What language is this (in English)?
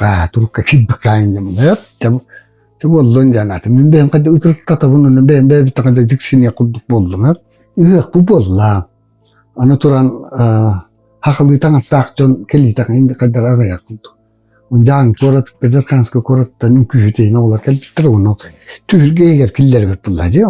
Yakut